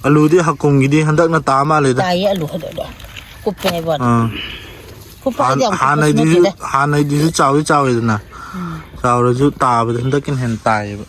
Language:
Manipuri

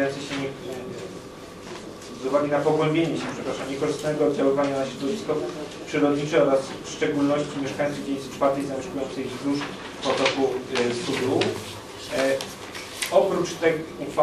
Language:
Polish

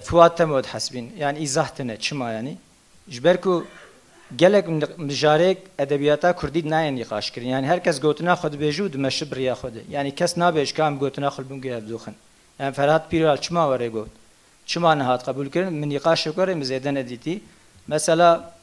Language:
Kurdish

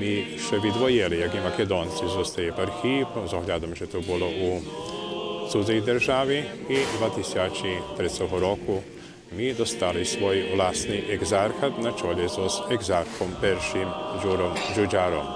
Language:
Rusyn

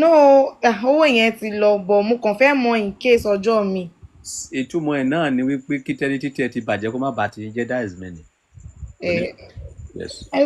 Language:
Yoruba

